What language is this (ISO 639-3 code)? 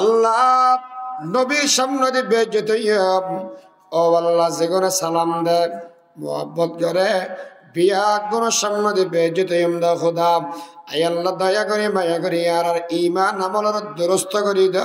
rhg